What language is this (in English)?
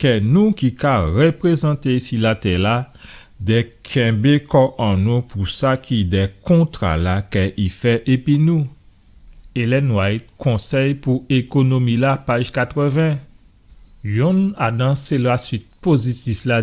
Guadeloupean Creole French